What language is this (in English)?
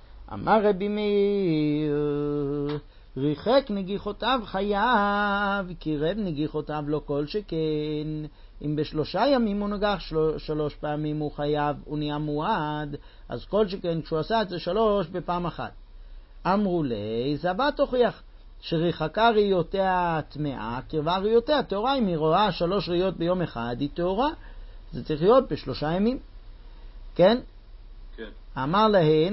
Hebrew